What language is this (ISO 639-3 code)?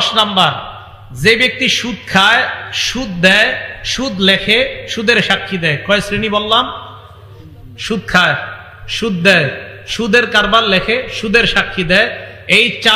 ben